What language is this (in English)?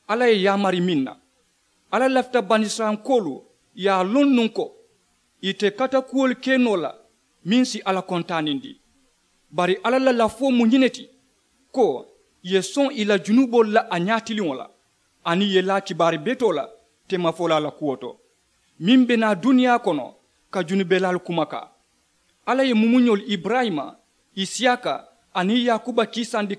Mandingo